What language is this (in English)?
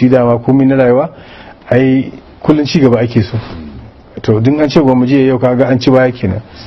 Hausa